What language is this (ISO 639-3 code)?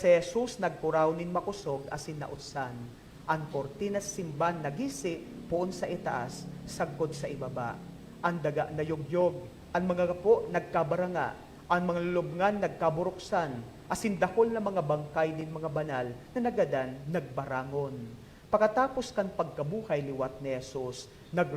bik